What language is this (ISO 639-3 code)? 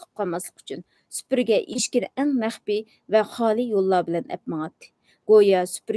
uig